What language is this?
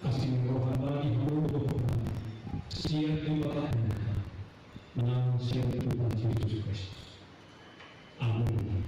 Batak Toba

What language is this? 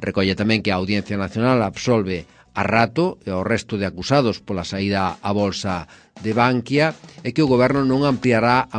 Galician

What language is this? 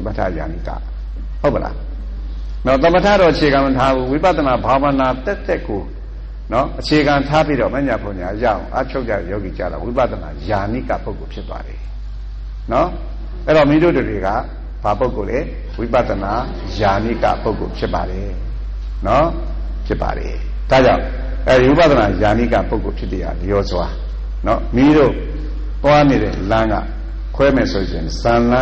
Burmese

